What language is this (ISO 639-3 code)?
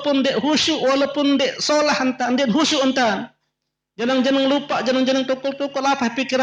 sas